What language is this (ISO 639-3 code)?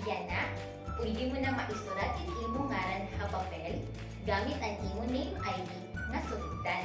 war